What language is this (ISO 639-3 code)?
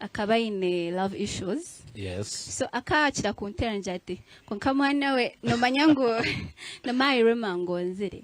nyn